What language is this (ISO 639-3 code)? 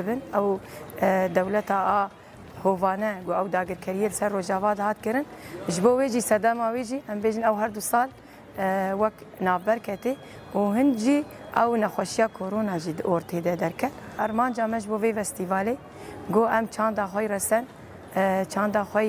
kur